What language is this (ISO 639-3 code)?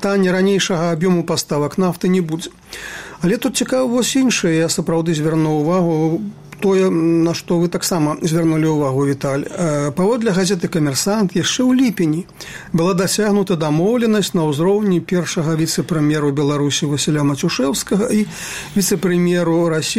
bel